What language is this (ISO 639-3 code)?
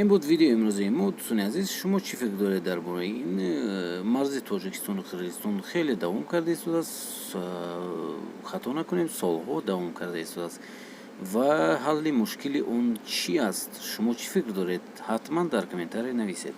tgk